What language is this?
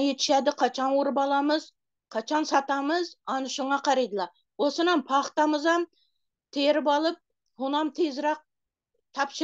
Turkmen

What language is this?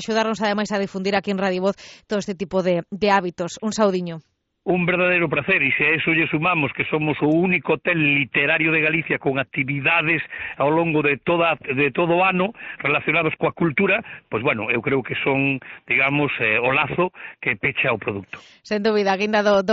Galician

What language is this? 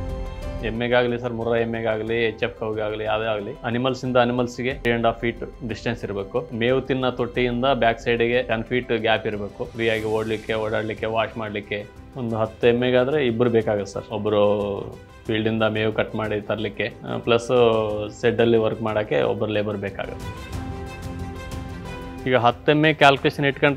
Kannada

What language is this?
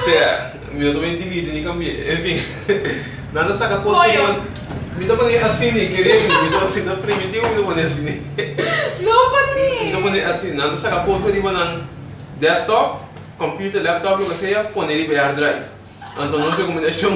Papiamento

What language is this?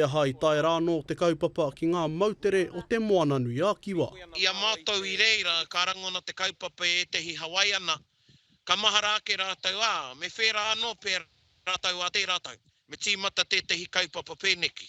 Māori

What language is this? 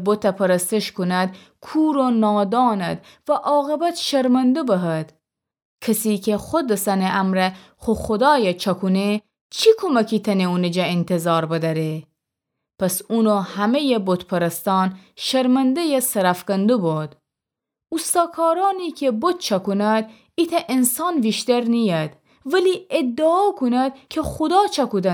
Gilaki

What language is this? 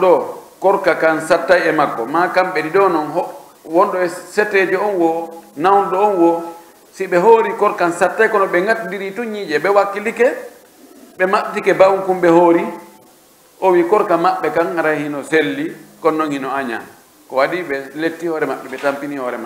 Pular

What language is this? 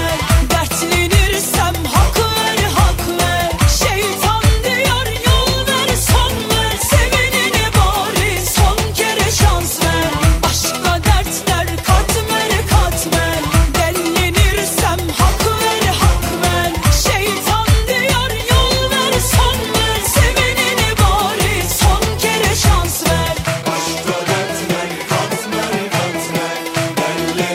Turkish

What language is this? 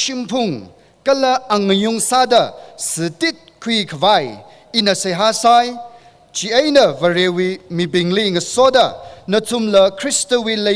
Tangkhul Naga (India)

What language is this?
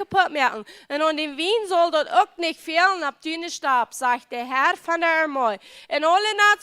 Plautdietsch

